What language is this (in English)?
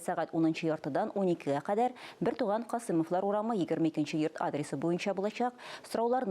Tatar